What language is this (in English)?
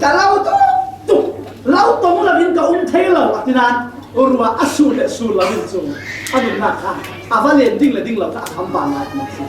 Falam Chin